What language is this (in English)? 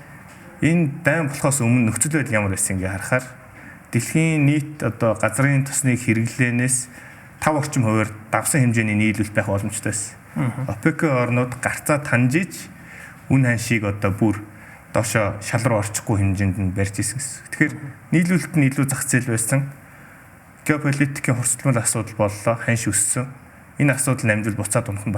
Mongolian